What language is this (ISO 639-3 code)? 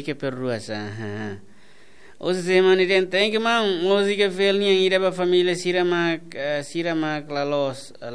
tet